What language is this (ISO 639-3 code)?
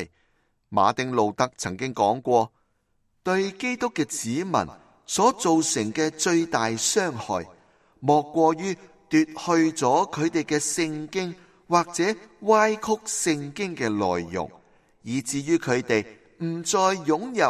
yue